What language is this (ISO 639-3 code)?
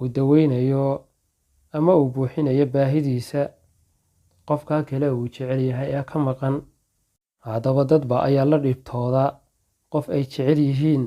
som